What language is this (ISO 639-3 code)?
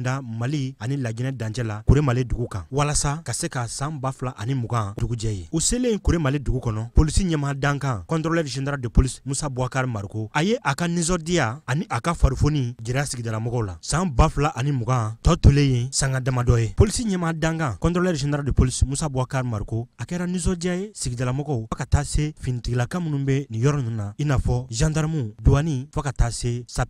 bam